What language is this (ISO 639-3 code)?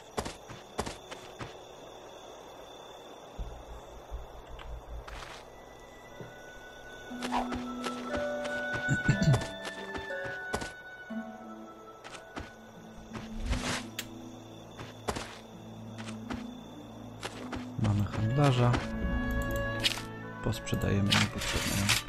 pol